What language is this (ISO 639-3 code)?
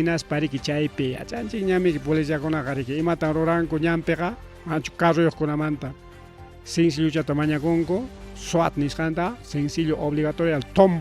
quy